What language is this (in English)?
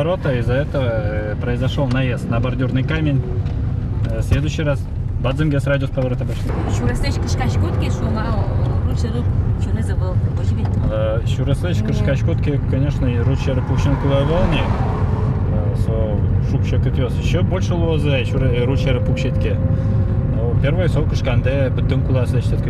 Udmurt